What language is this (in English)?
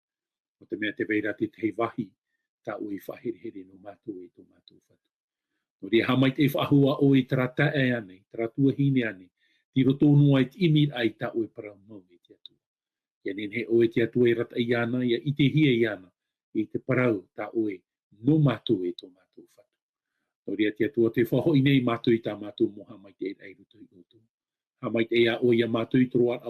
Tahitian